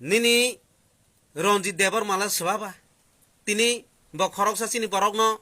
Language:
Kok Borok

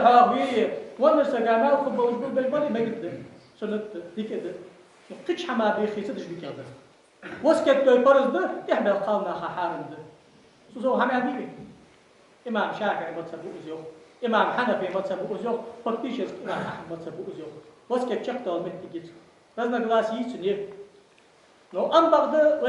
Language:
Ingush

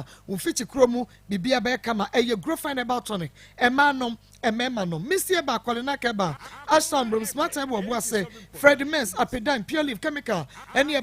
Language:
Akan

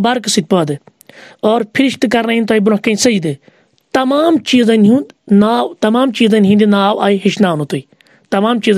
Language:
Kashmiri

